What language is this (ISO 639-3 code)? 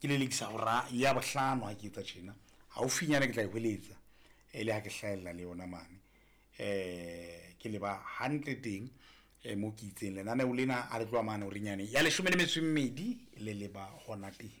sot